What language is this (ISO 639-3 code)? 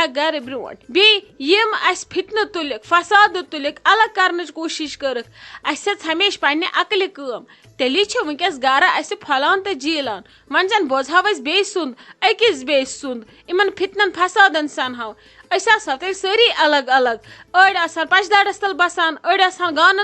kas